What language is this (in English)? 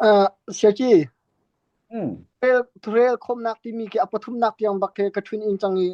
Falam Chin